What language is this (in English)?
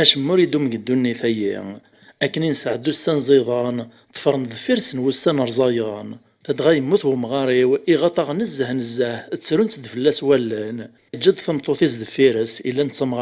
Kabyle